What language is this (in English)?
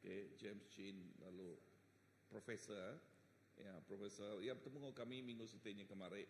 Iban